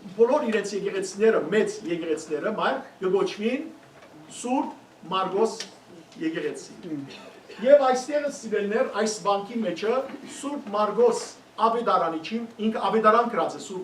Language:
Western Armenian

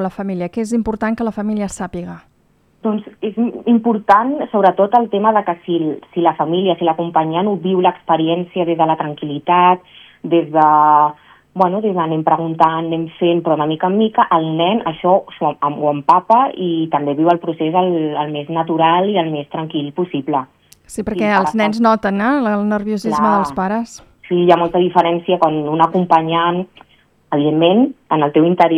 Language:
Catalan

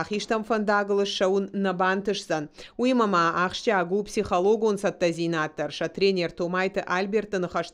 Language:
Ossetic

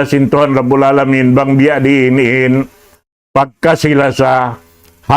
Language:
Tausug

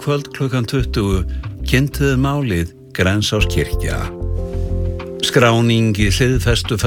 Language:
Icelandic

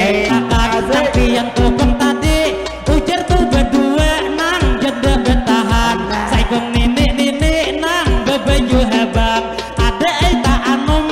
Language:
Banjar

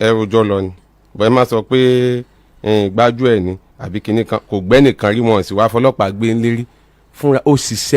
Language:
Yoruba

